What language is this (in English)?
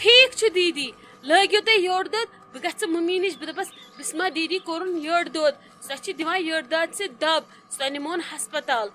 Kashmiri